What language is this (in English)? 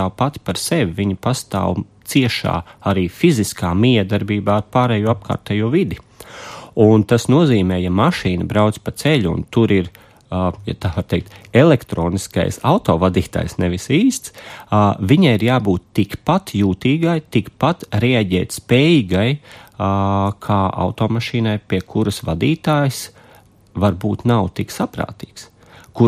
Latvian